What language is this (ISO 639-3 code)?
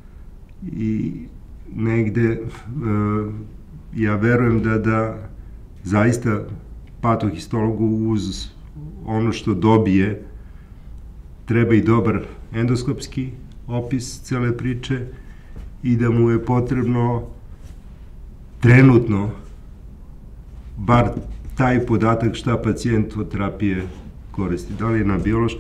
srp